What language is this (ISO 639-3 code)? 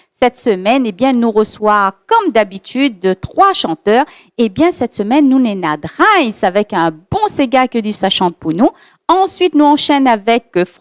rcf